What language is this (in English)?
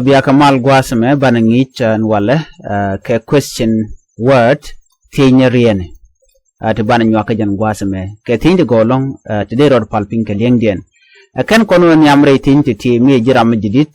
Nuer